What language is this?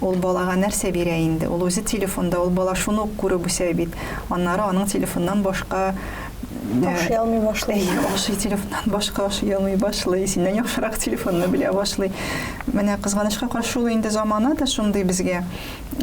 Tatar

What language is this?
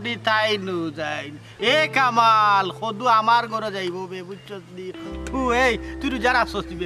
Sylheti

